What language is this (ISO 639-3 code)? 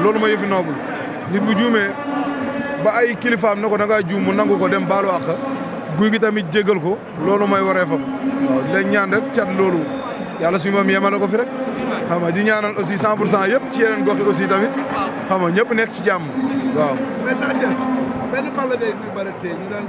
wol